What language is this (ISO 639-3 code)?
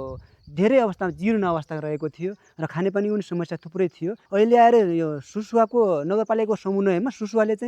nep